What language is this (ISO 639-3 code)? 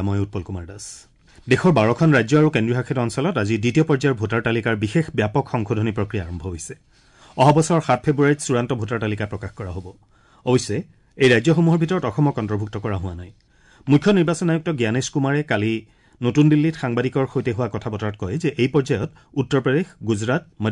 asm